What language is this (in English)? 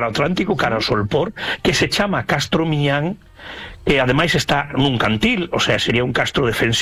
Galician